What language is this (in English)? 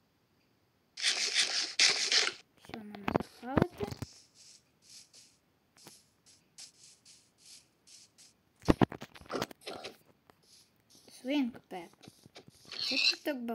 Ukrainian